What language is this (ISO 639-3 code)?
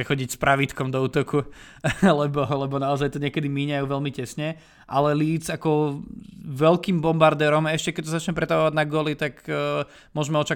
slk